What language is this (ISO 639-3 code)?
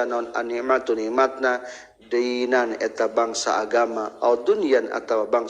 sun